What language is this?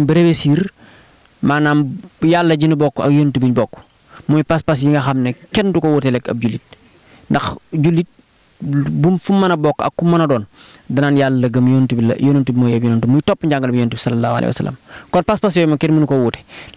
Wolof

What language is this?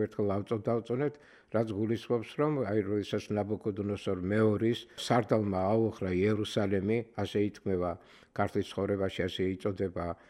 Georgian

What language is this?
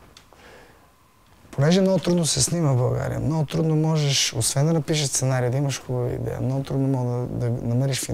Bulgarian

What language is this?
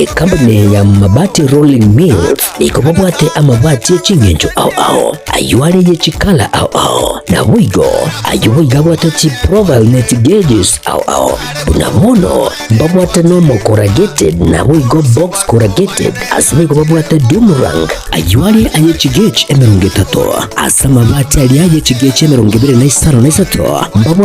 Gusii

